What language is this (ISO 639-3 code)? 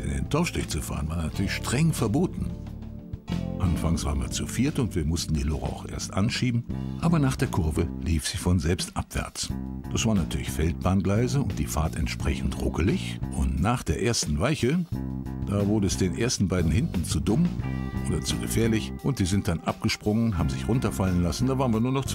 deu